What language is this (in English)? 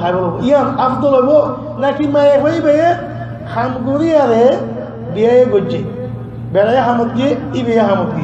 Rohingya